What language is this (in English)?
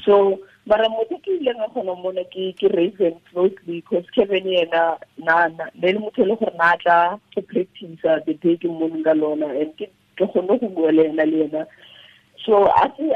Tswana